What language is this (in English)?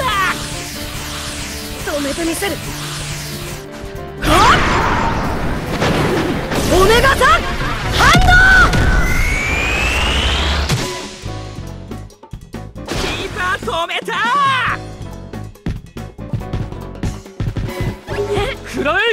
Japanese